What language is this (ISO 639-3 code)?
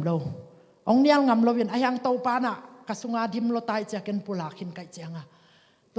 ctd